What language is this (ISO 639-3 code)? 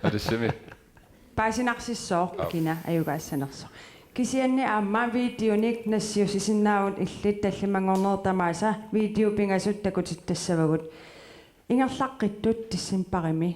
kal